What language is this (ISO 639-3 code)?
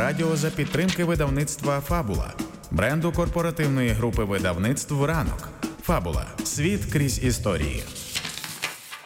ukr